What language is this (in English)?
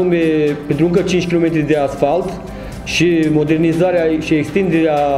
Romanian